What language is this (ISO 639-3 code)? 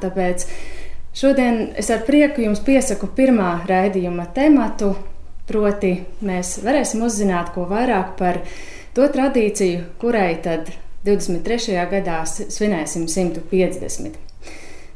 lav